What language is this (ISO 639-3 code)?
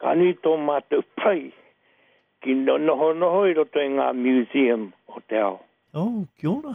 mri